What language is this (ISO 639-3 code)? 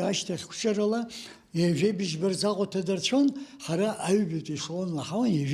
abk